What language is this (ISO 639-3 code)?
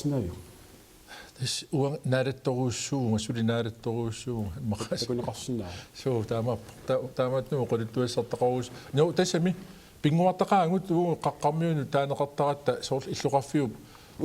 kal